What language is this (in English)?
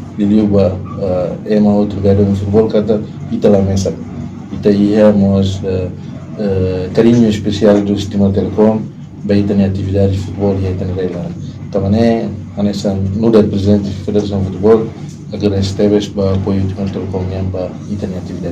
Tetum